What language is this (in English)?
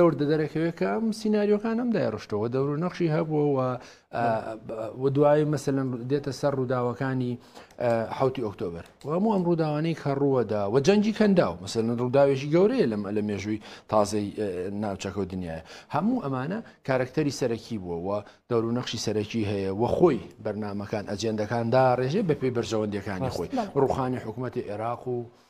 Central Kurdish